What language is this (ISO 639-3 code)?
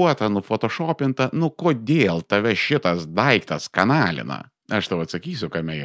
lit